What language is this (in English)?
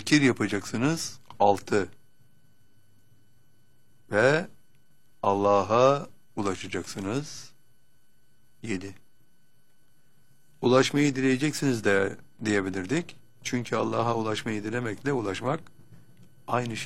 Turkish